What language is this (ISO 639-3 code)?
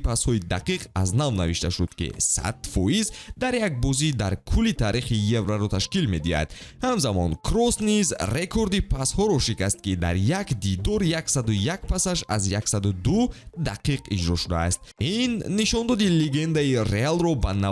tgk